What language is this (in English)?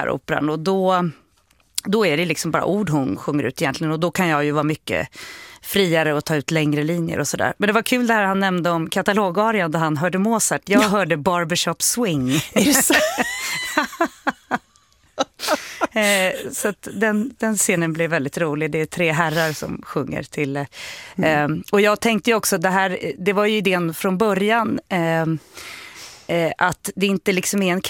Swedish